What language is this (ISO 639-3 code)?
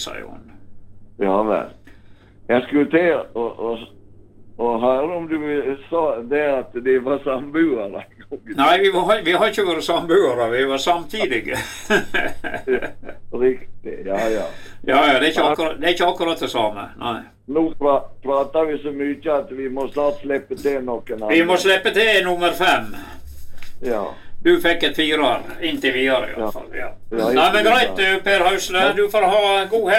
nor